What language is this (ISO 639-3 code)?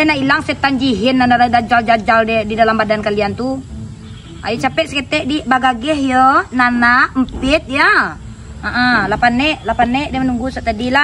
min